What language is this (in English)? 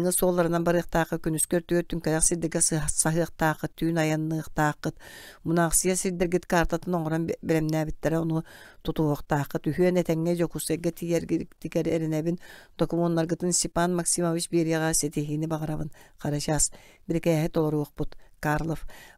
Yakut